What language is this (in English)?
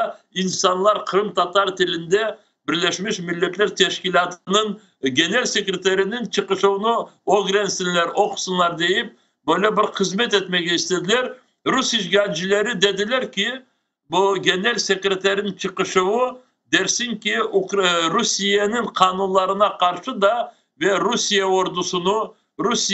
Crimean Tatar